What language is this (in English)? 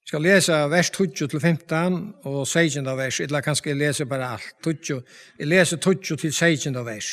Faroese